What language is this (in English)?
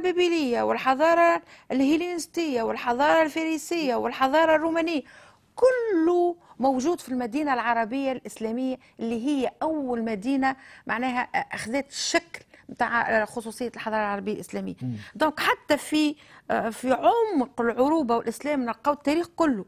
Tunisian Arabic